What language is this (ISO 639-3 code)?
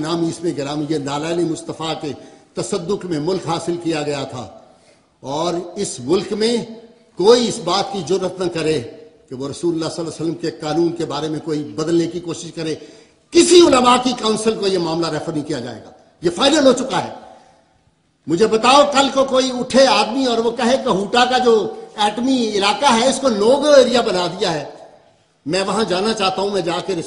urd